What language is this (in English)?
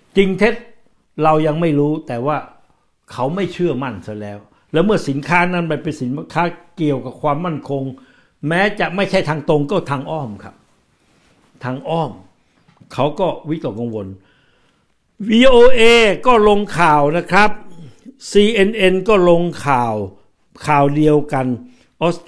Thai